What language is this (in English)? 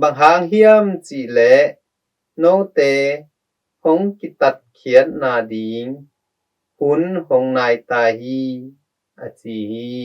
Tedim Chin